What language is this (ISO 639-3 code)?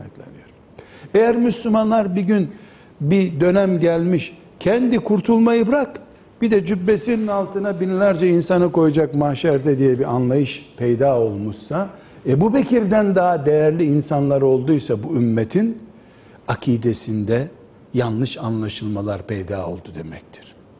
tur